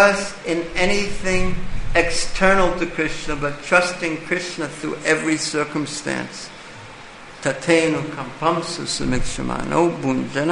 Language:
English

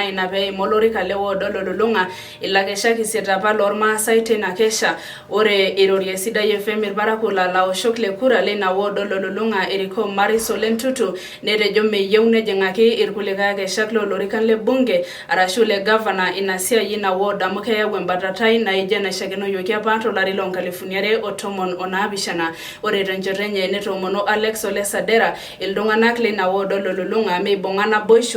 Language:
Masai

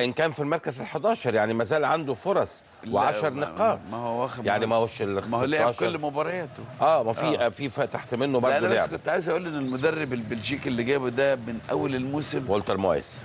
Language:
Egyptian Arabic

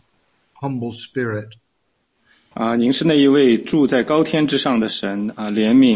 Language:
Chinese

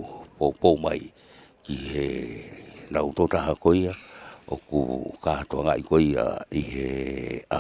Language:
Tongan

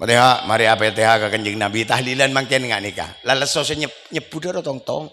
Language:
Madurese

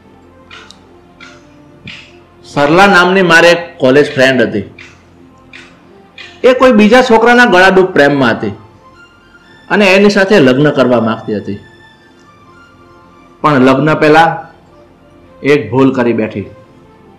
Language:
Gujarati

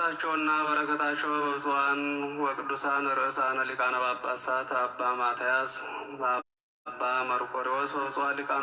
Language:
Amharic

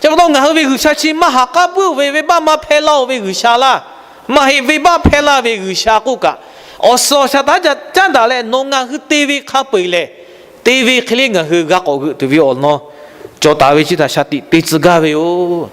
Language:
Lahu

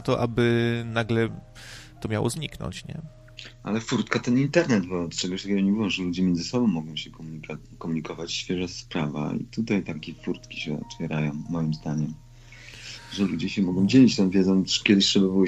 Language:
Polish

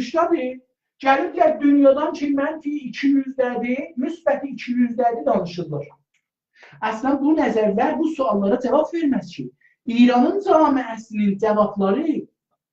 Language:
South Azerbaijani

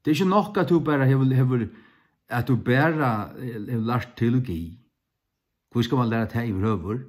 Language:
Faroese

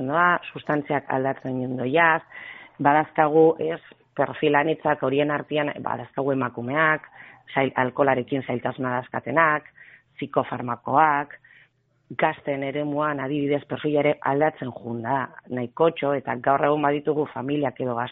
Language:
Basque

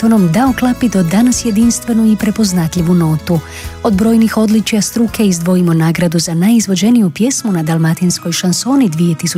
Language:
Croatian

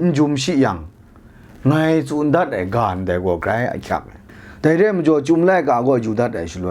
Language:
Kachin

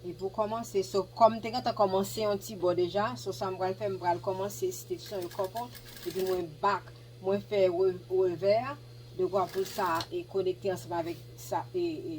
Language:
Haitian Creole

